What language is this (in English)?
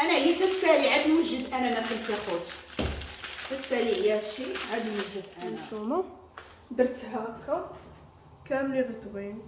Moroccan Arabic